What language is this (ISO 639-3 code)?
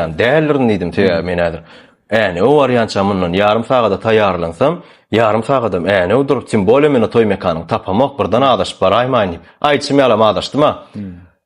tuk